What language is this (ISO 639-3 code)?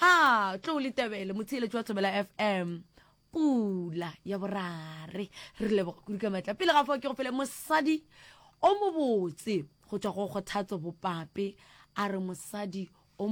nso